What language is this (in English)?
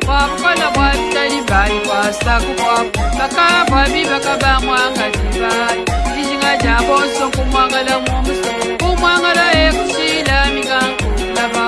Luba-Lulua